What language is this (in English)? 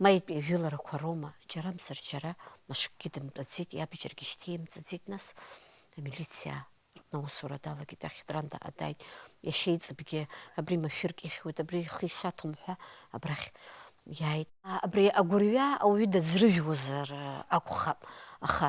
Abkhazian